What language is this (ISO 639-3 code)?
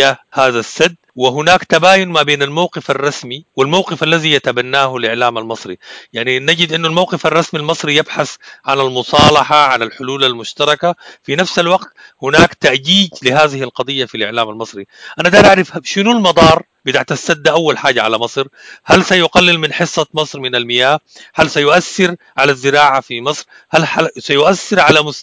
apd